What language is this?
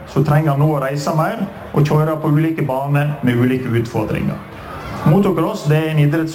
Norwegian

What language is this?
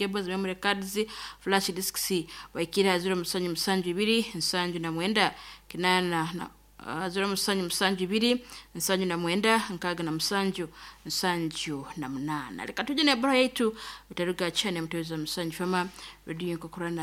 Nyoro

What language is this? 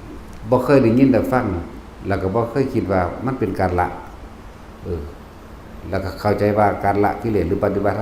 Northeastern Thai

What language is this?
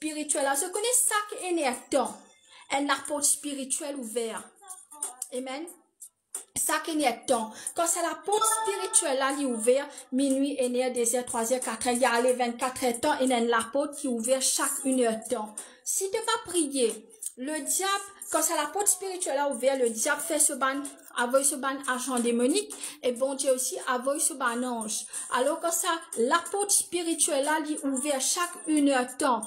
Morisyen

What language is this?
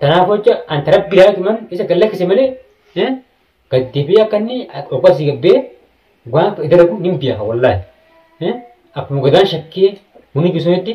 Oromo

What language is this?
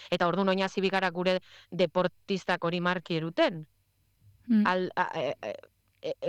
Basque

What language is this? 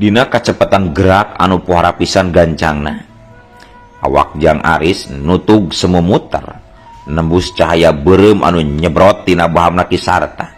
Sundanese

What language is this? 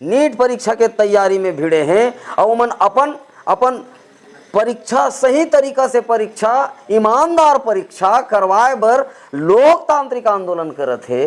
Chhattisgarhi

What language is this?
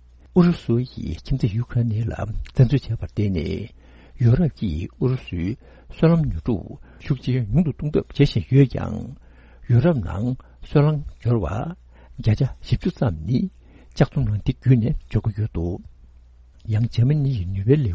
Tibetan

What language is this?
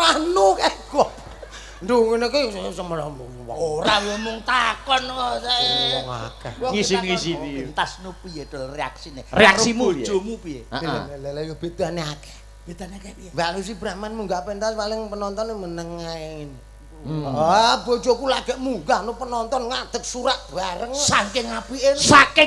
Javanese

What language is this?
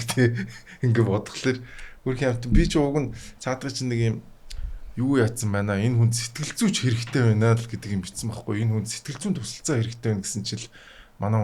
Mongolian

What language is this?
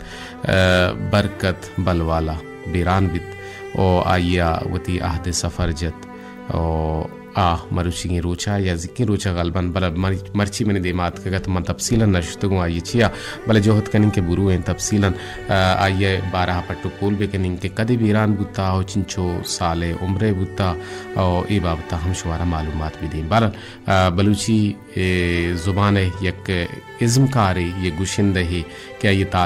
Baluchi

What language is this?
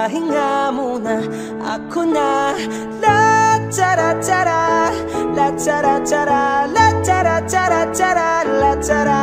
Filipino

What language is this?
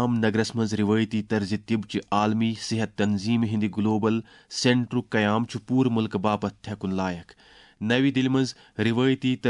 Kashmiri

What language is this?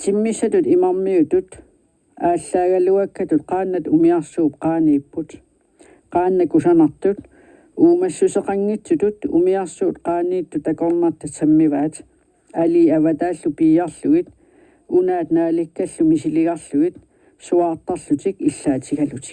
Kalaallisut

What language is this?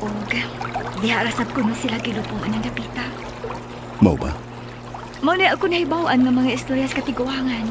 Cebuano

